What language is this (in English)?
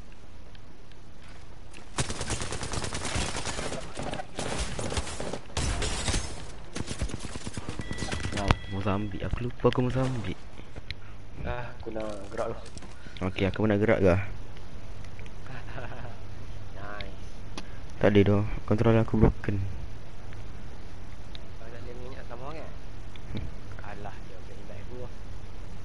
Malay